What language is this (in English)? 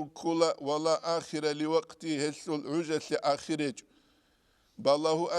Avaric